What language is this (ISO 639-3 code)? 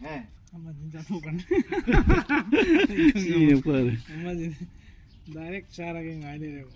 mni